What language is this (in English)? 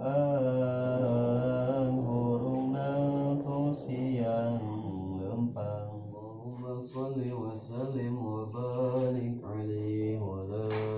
Sundanese